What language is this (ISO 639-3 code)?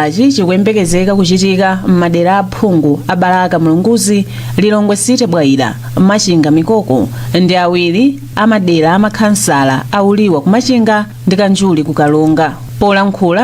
nya